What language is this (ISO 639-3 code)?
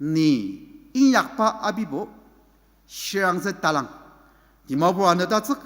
njo